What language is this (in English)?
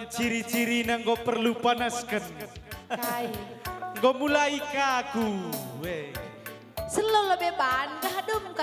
Batak Karo